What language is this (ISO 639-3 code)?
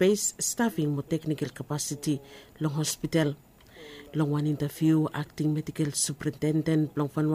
bis